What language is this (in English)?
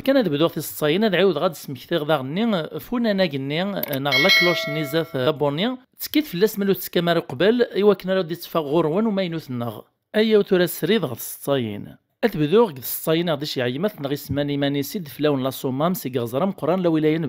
Kabyle